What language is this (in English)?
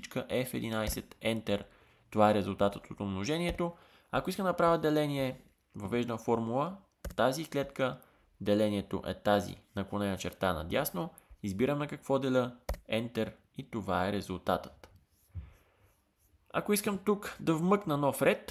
Bulgarian